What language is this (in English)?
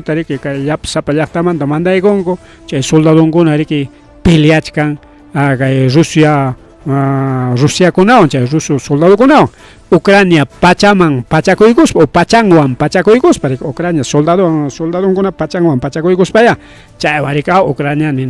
Ayacucho Quechua